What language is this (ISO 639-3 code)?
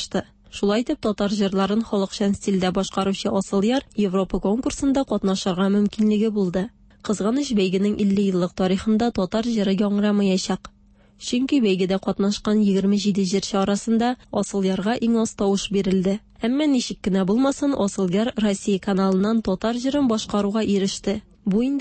tat